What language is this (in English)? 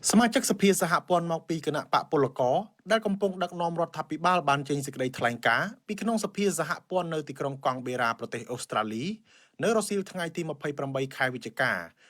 Khmer